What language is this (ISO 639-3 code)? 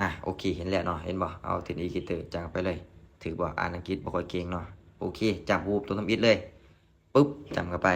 lao